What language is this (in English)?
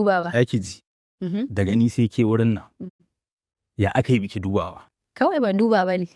Hausa